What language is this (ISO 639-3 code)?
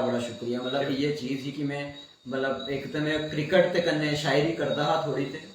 doi